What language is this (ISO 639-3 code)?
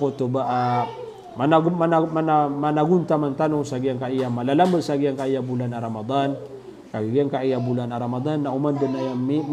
mrw